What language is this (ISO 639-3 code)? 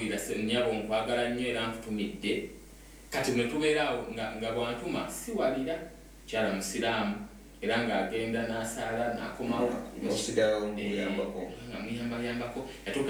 lug